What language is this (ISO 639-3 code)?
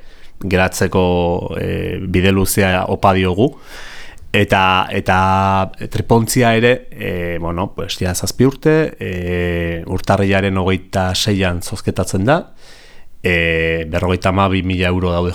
eus